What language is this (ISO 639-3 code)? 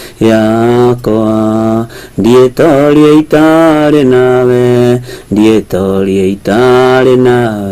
kik